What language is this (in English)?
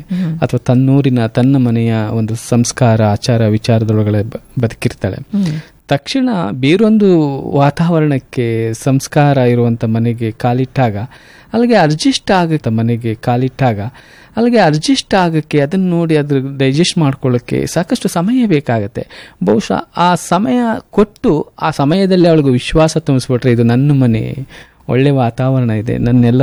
Kannada